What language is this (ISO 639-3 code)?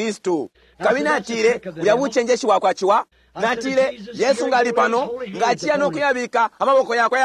bem